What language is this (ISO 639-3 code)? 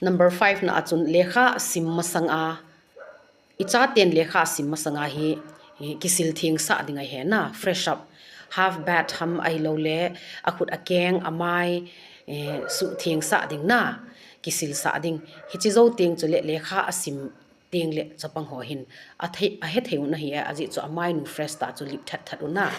tcz